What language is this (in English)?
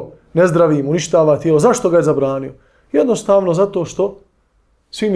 Bosnian